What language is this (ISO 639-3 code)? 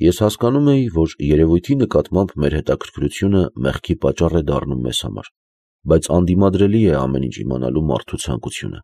hye